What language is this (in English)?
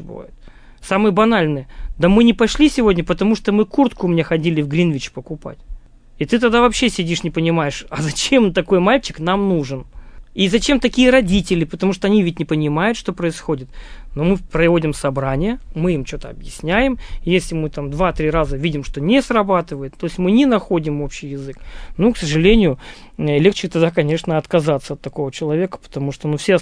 Russian